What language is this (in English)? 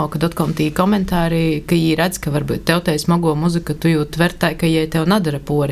Latvian